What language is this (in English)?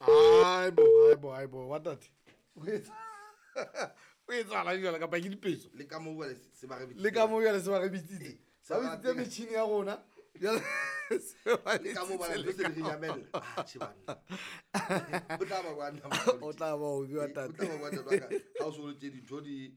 Southern Sotho